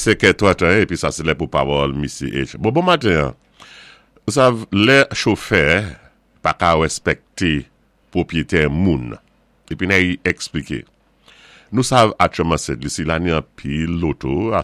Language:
Saint Lucian Creole French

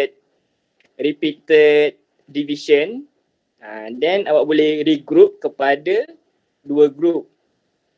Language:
Malay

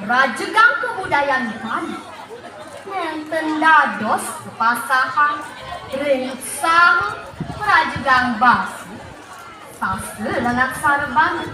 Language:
Balinese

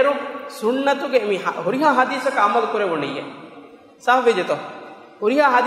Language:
Divehi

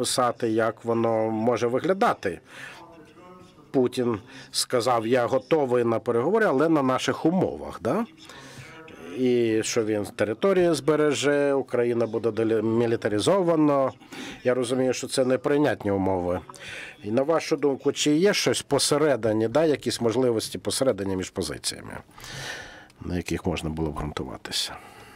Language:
Ukrainian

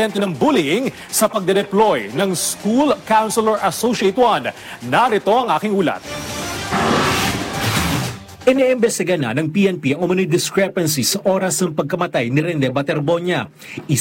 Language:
Filipino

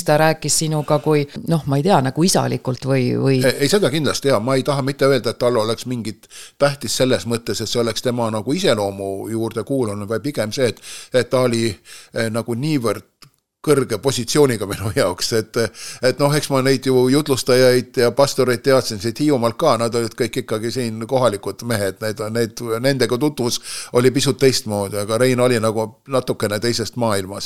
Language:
Estonian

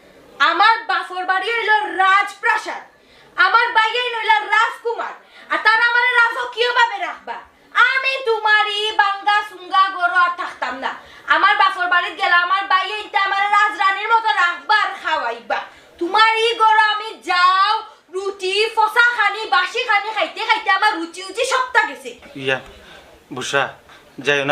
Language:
Sylheti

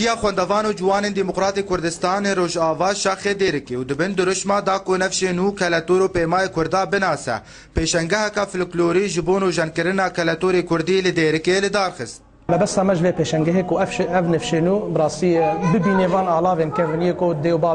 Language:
Kurdish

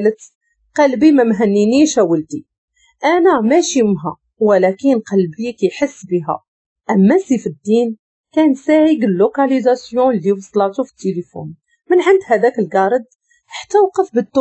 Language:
Moroccan Arabic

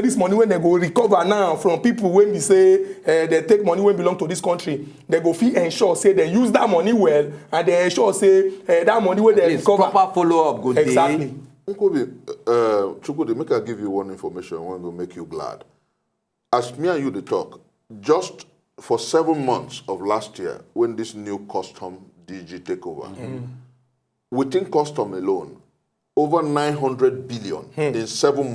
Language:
Nigerian Pidgin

